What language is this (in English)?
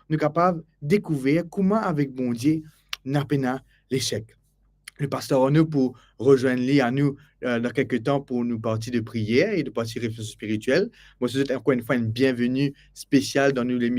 Morisyen